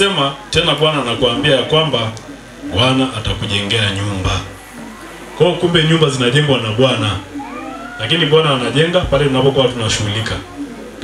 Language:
Swahili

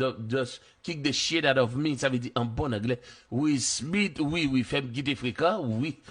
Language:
Haitian Creole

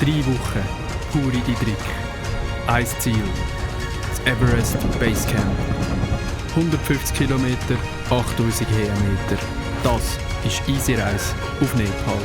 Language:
Swiss German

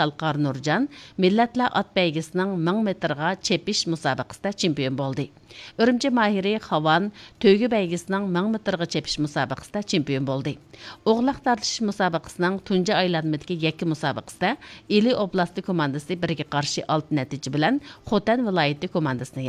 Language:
Uyghur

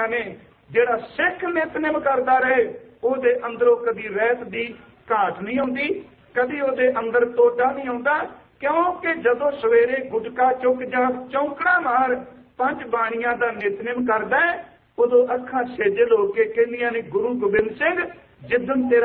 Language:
Punjabi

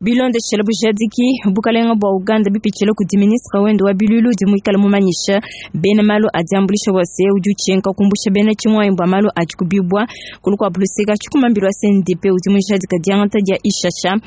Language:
Luba-Lulua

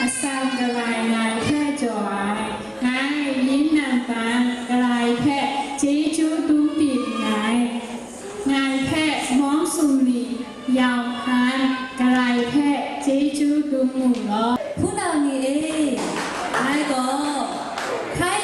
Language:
Kachin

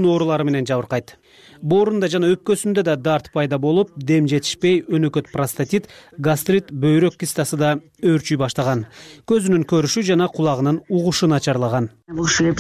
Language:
Kyrgyz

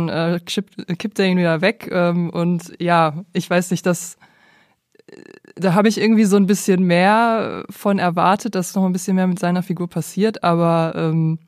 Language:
German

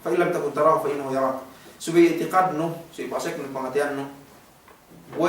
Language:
Yakan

